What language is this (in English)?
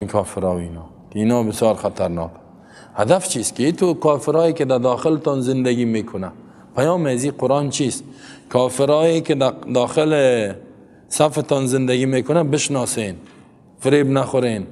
Persian